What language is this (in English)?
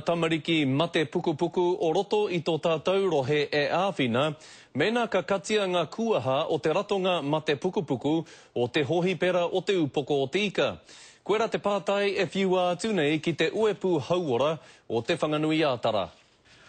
Māori